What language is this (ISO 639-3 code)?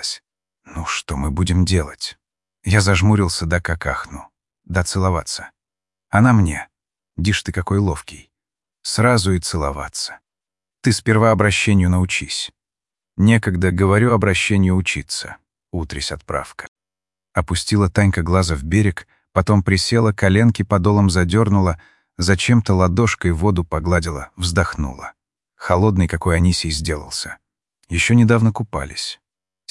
rus